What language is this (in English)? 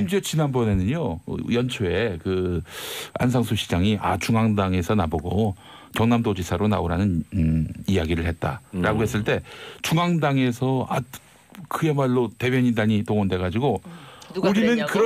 Korean